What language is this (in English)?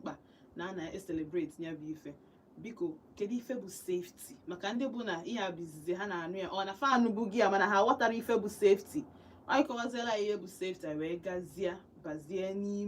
Igbo